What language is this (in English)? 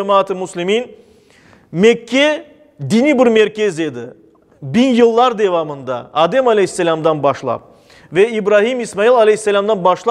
Crimean Tatar